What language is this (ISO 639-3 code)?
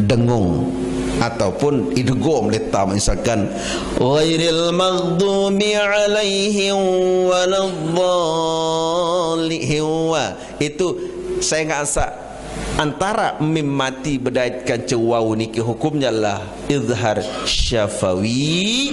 sas